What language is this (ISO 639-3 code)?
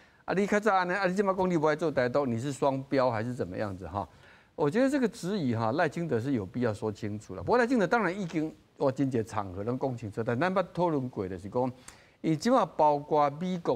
nan